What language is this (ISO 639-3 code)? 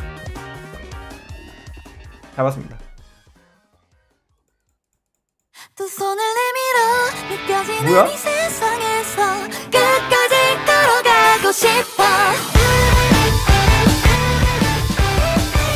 kor